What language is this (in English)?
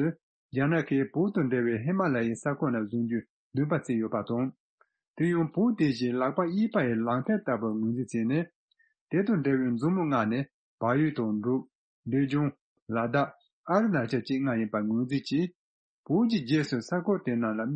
Tibetan